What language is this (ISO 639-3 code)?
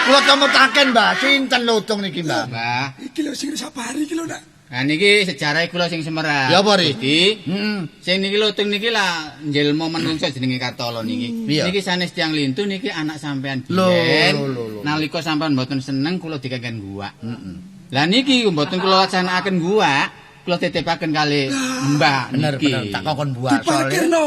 jav